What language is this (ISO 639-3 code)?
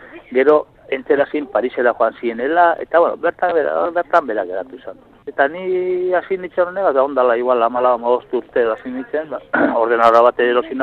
eus